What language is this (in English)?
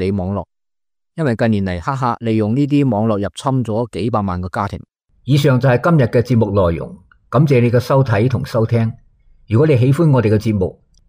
Cantonese